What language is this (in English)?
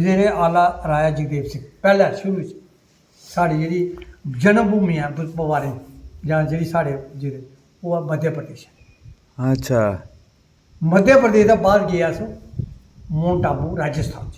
Dogri